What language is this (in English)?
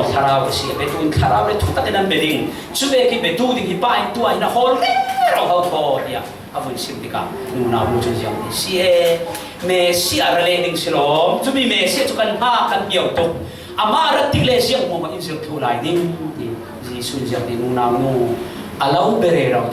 Falam Chin